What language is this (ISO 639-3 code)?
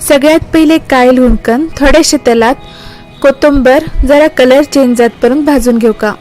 kok